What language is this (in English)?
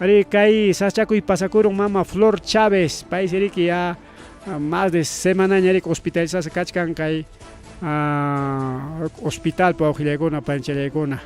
Ayacucho Quechua